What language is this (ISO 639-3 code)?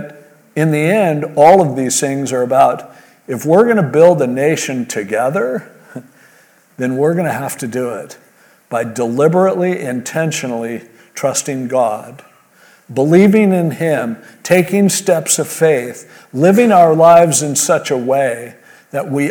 eng